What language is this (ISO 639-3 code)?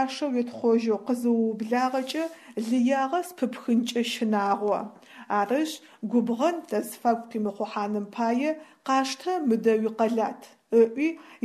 ady